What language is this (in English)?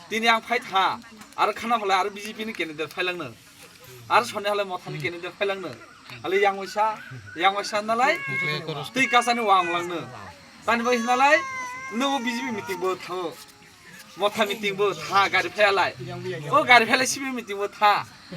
Kok Borok